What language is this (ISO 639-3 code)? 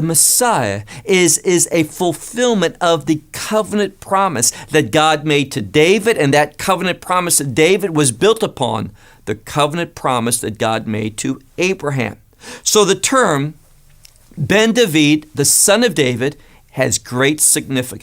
eng